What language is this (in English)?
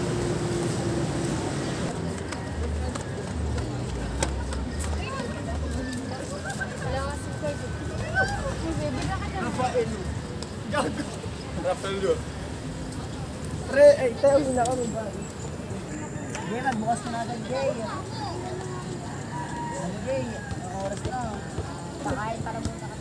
Filipino